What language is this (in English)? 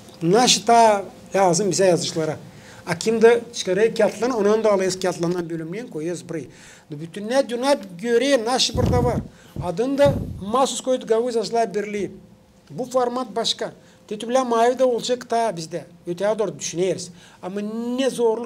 Gagauz